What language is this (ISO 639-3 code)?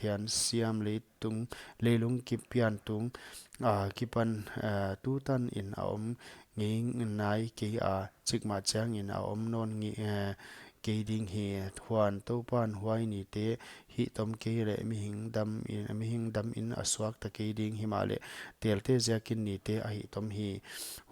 pck